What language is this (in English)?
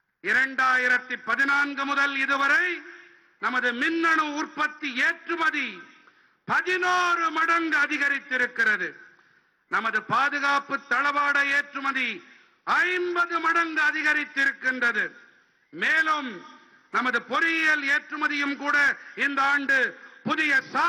Tamil